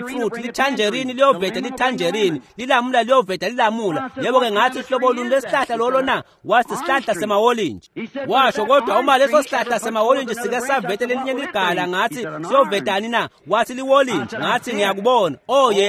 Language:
Swati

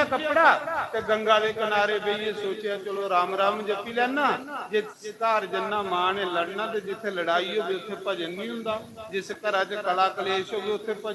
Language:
Dogri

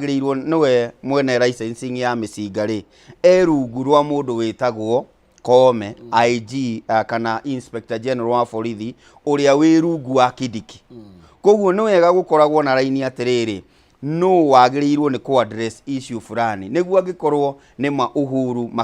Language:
Kikuyu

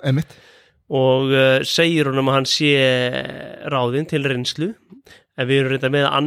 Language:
Icelandic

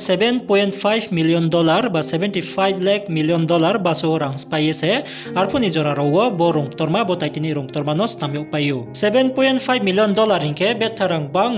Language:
Riang (India)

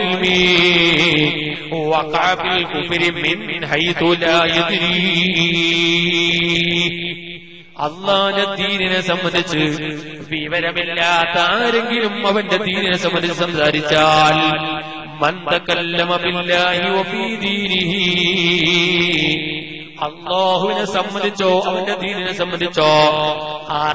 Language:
Malayalam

